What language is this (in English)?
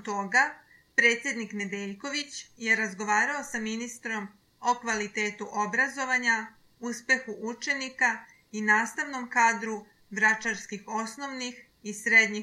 Serbian